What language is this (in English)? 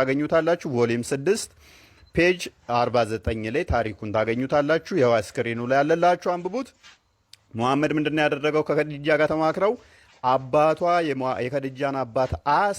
Amharic